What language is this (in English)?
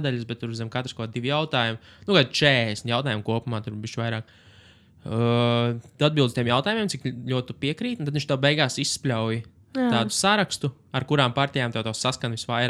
Latvian